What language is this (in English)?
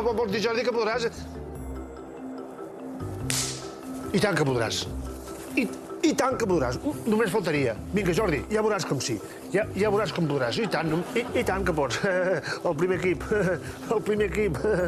Catalan